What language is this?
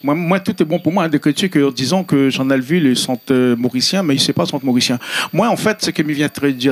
Réunion Creole French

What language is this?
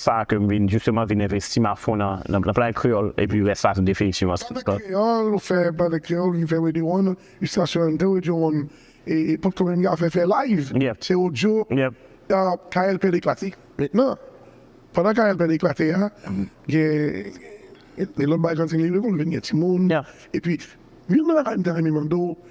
Haitian Creole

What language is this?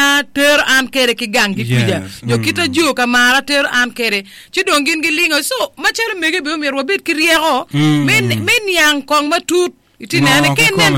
Acoli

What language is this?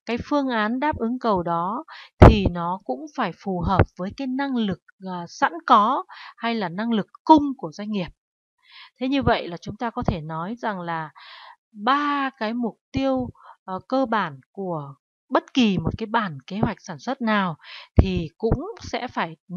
Vietnamese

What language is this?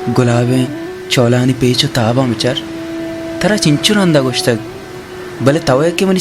Baluchi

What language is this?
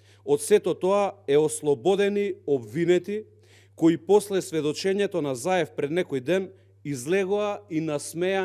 Macedonian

